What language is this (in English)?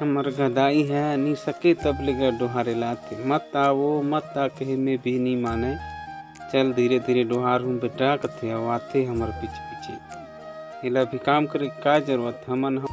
Chhattisgarhi